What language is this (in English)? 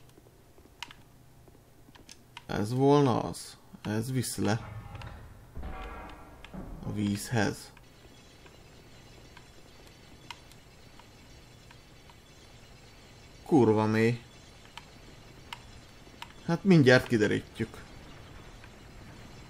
Hungarian